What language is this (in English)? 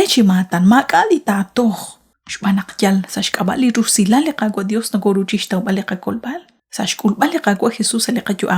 Kekchí